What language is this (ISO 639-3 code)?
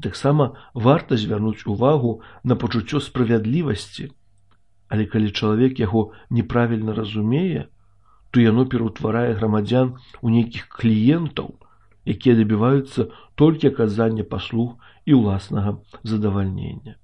bel